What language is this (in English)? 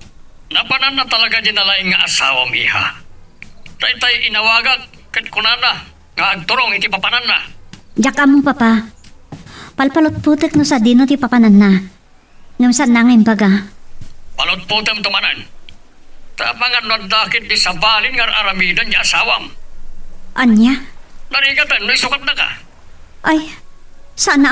Iloko